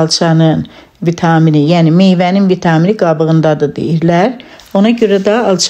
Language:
Azerbaijani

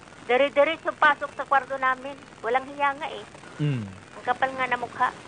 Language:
Filipino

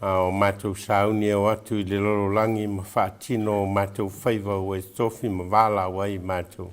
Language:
Samoan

